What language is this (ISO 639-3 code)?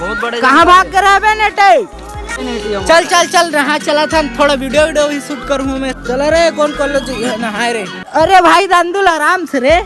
hne